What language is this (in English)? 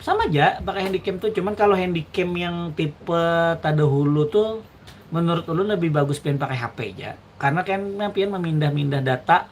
Banjar